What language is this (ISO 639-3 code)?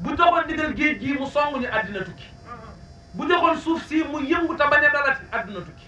wol